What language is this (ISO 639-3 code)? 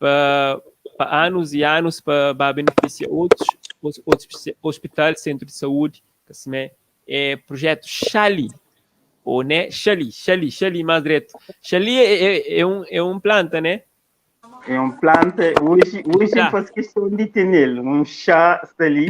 kea